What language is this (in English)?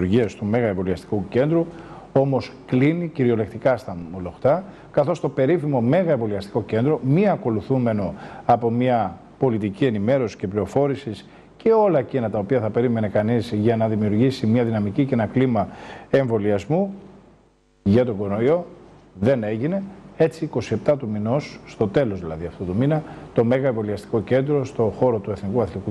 Greek